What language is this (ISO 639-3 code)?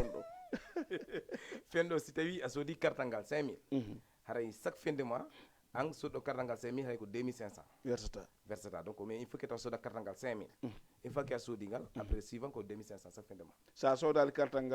ful